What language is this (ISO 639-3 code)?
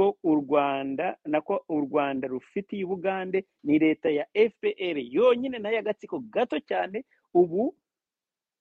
kin